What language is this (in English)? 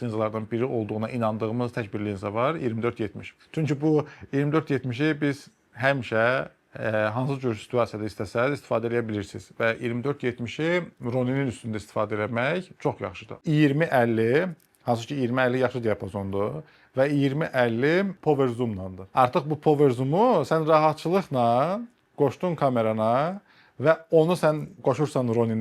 Azerbaijani